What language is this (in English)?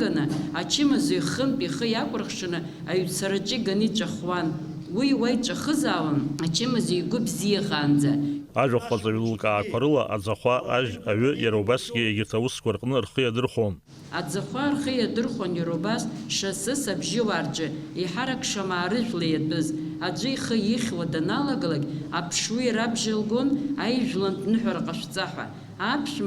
Abkhazian